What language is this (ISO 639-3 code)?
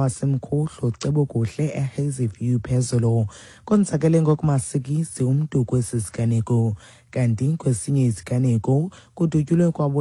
xho